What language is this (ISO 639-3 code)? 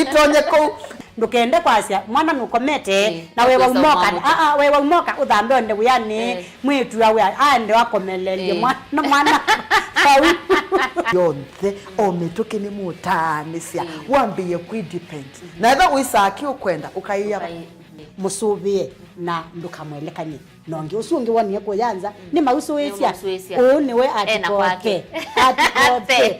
kam